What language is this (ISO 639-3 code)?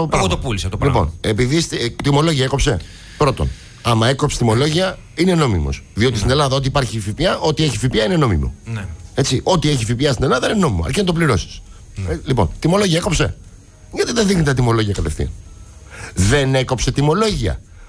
ell